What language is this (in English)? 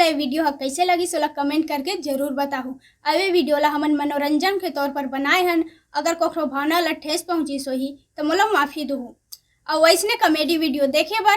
Chhattisgarhi